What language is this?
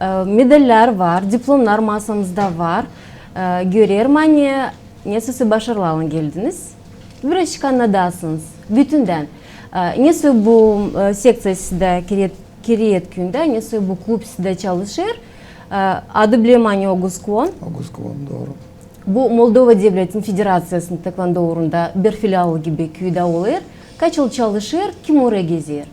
Gagauz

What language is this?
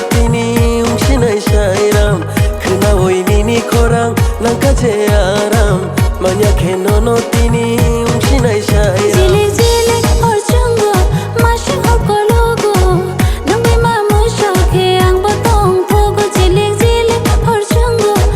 Kok Borok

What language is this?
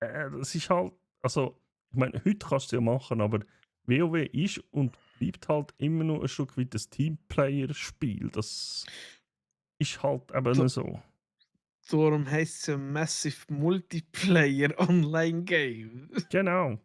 Swiss German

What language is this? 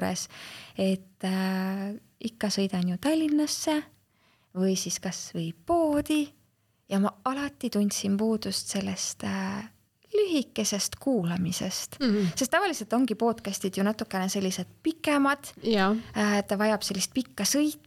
Estonian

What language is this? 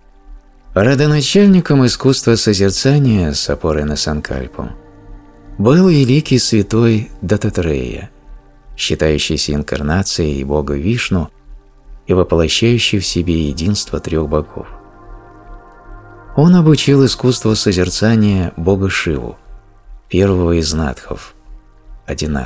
Russian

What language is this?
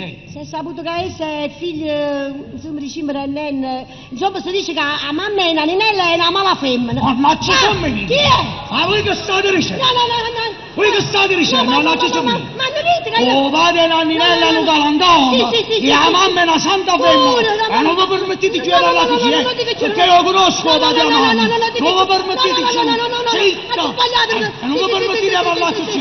Neapolitan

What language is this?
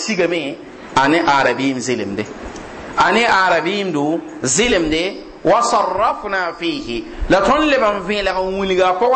Mossi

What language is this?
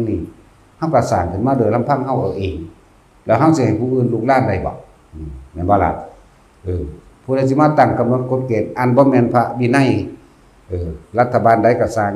Northeastern Thai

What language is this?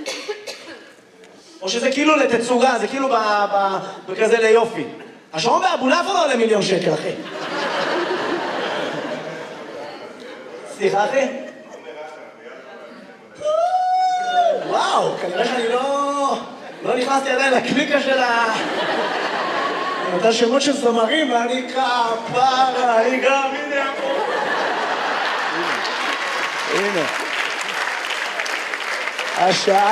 Hebrew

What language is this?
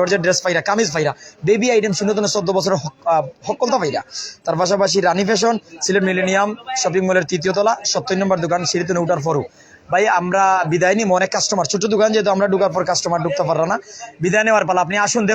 Sylheti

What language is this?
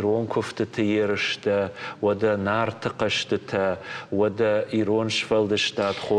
Ossetic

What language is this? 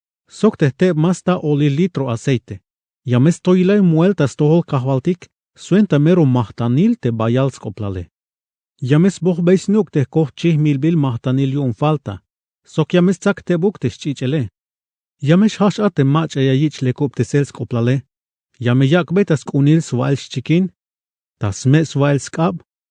Tzeltal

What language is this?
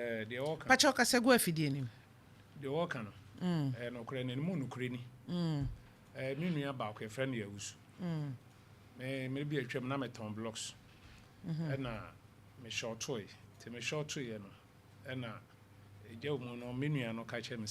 Akan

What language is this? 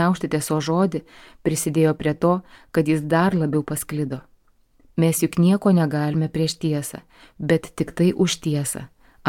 Lithuanian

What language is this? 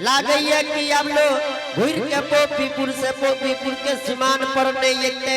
Angika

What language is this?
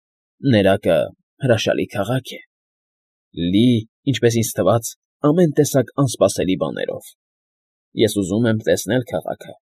Armenian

